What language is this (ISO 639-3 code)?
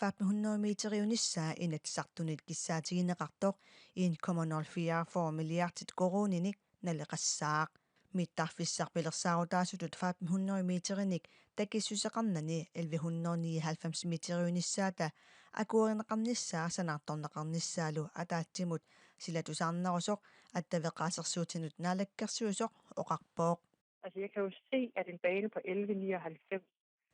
kal